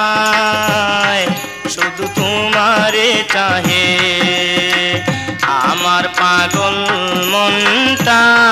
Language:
Bangla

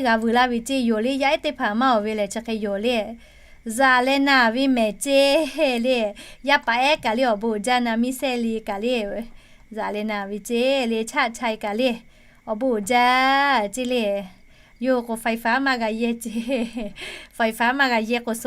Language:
Lahu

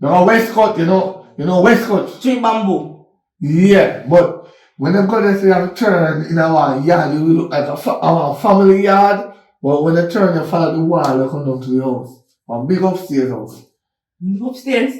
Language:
Jamaican Creole English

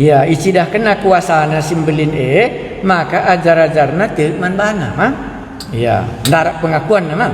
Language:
Batak Karo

